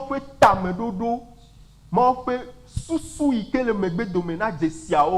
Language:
Ewe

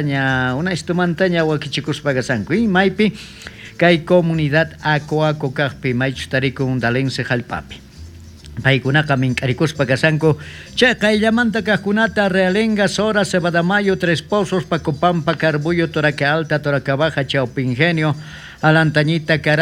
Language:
South Bolivian Quechua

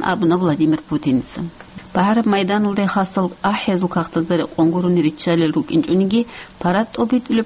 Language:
Avaric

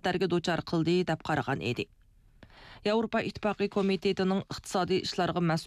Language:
Uyghur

